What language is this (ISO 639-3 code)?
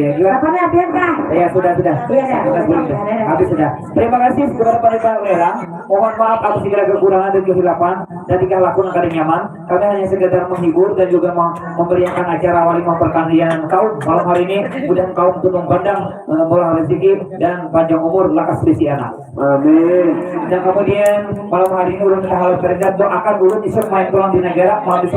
bjn